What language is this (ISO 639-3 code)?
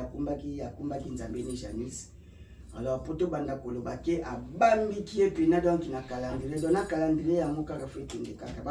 lin